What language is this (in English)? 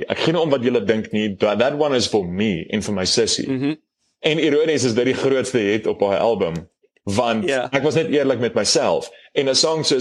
Afrikaans